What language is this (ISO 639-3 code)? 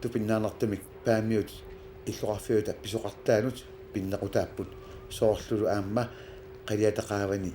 kal